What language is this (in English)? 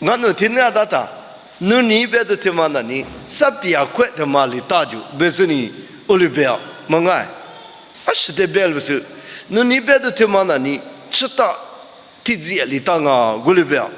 Lisu